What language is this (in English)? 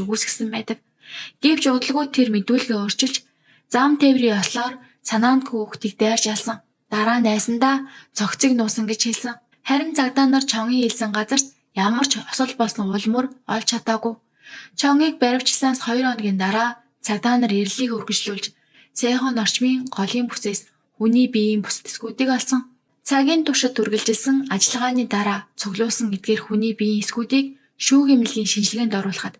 Mongolian